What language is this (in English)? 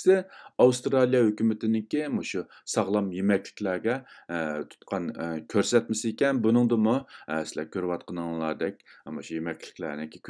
Uyghur